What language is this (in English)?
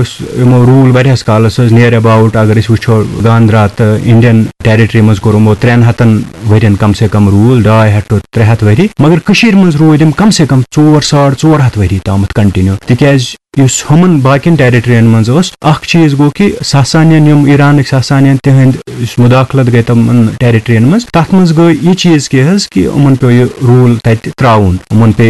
Kashmiri